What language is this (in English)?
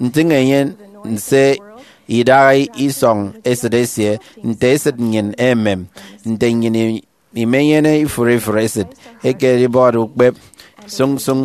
Efik